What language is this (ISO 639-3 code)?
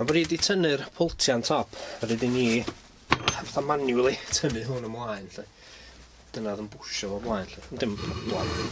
cym